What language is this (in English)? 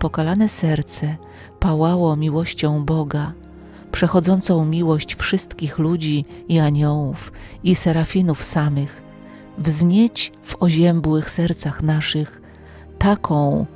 Polish